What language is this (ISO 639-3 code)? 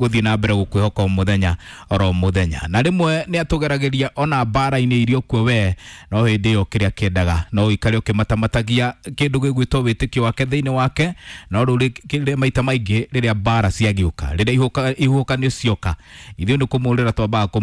kik